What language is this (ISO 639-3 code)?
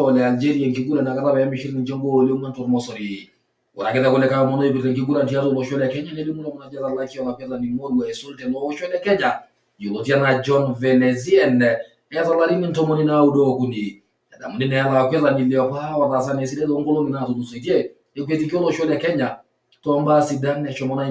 mas